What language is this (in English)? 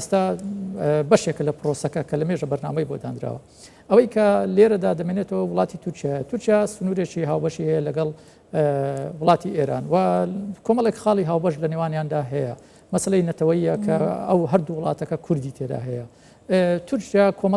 Central Kurdish